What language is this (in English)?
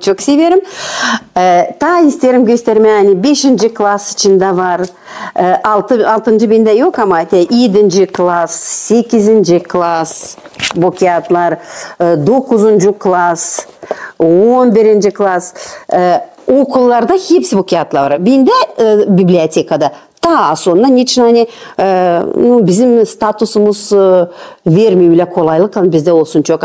Gagauz